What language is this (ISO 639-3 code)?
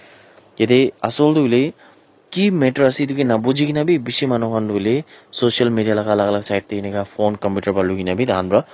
nag